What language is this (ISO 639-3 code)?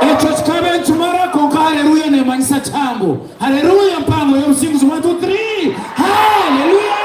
nyn